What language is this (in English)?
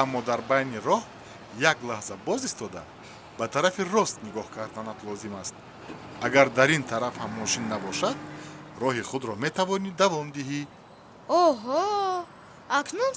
Tajik